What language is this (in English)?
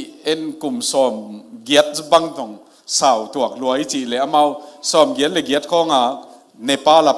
Tedim Chin